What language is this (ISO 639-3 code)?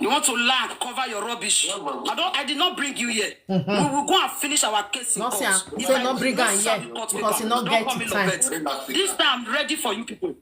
pcm